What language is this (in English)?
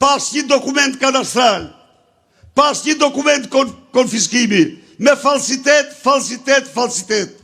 Albanian